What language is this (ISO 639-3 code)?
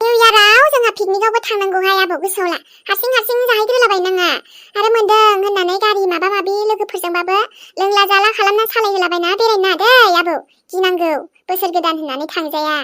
brx